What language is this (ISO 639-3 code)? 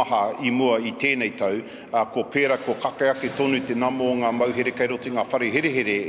mri